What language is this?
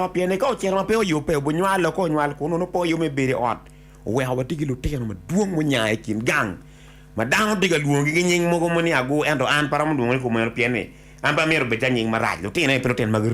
Acoli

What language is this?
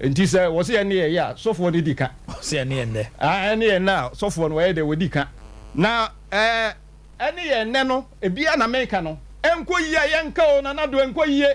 Akan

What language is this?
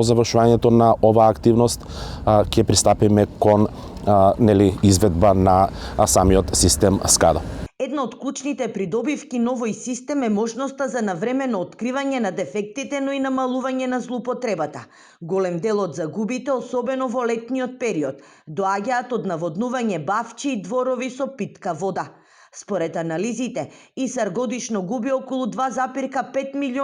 Macedonian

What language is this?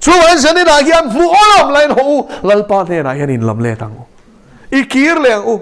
Mizo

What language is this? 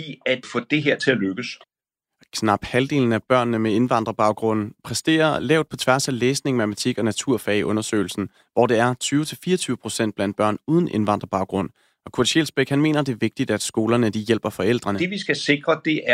Danish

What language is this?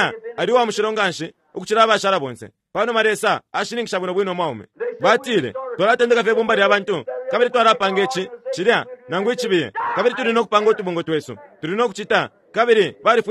Bemba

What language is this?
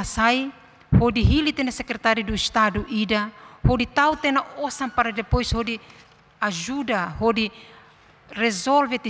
Tetum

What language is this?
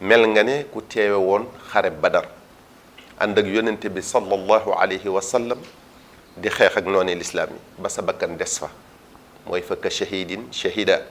Wolof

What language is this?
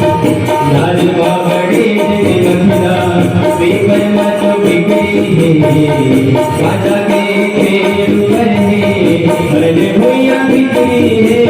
Chhattisgarhi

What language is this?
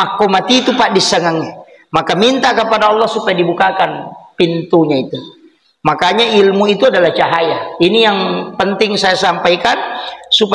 Buginese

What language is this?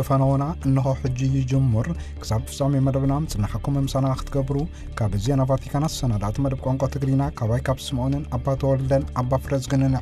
Tigrinya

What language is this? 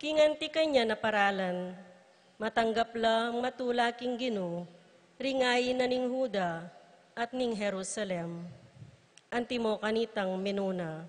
Pampanga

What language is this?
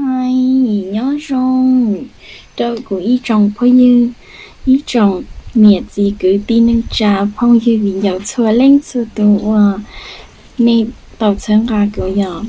Hmong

